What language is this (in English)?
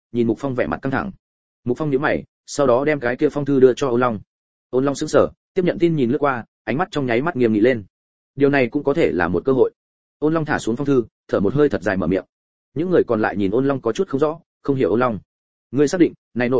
Vietnamese